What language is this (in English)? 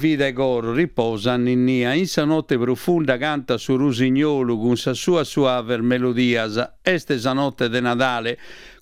Sardinian